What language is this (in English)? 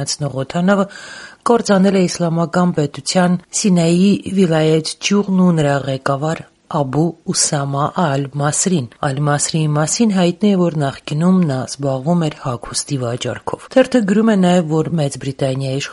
Armenian